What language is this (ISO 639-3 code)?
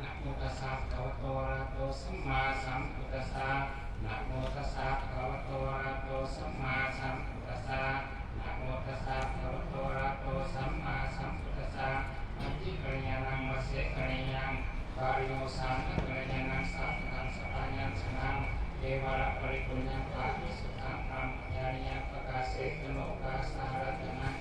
pli